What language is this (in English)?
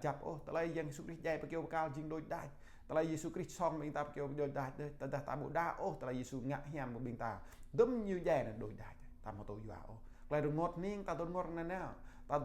Jarai